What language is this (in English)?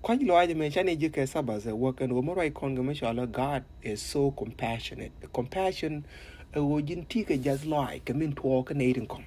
Nuer